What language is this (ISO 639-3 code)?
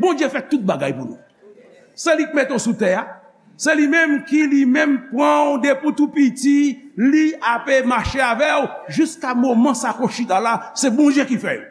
hat